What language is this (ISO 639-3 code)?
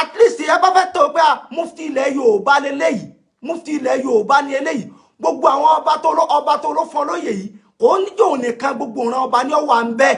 yor